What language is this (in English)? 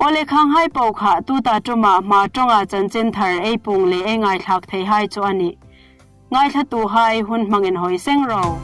Hmar